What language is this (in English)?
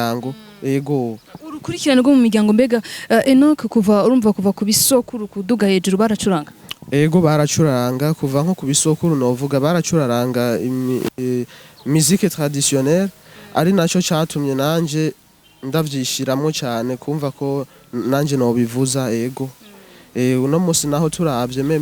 Rundi